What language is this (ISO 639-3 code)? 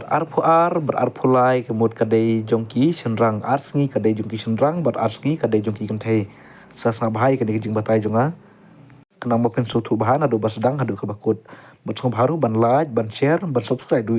kha